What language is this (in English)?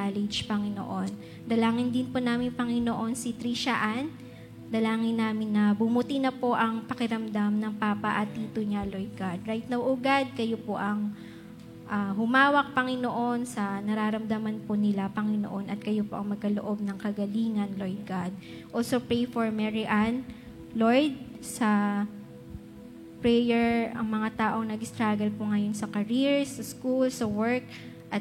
Filipino